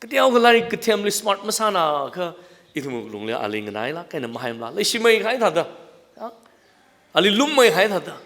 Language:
Tangkhul Naga (India)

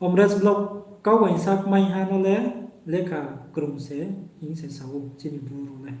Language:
Riang (India)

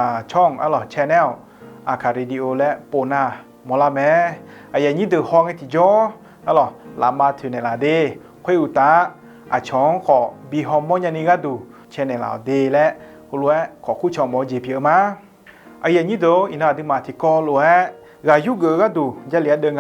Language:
Akha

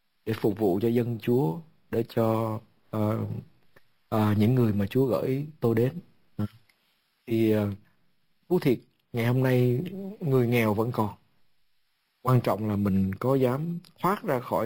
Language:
Vietnamese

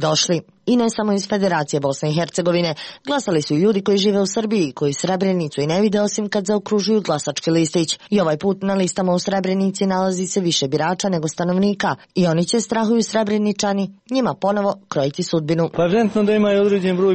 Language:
Serbian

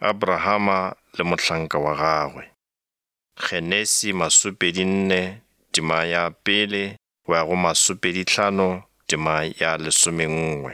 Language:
Northern Sotho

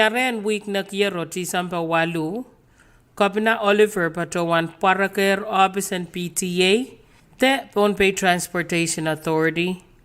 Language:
Pohnpeian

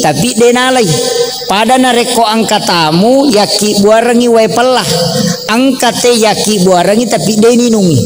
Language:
Buginese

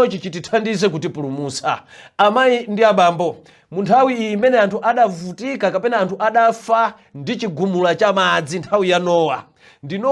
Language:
Nyanja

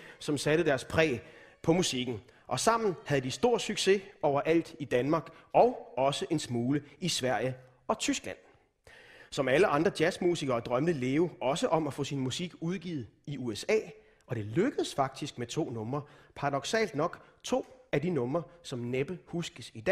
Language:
Danish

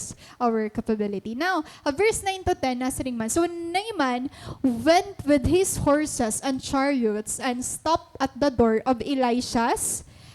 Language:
Waray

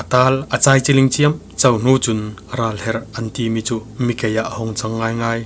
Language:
Falam Chin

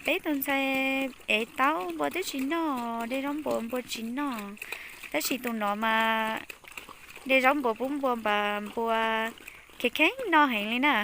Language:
Hmong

